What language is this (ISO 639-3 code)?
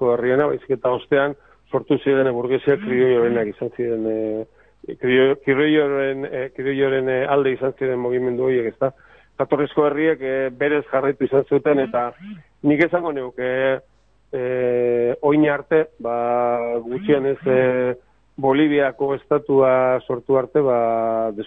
eus